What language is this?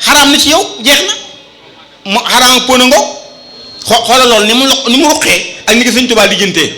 Wolof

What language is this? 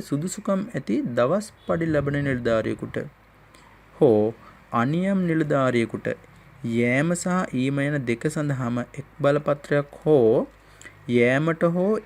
Sinhala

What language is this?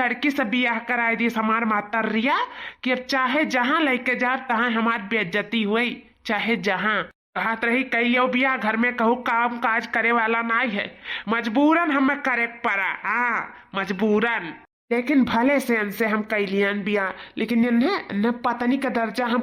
Awadhi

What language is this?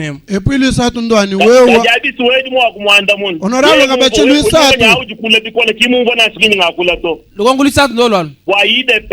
Luba-Lulua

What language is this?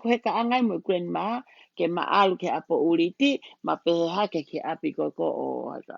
Tongan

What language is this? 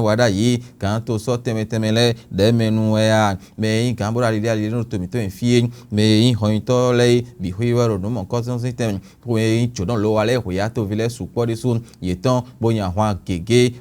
Fon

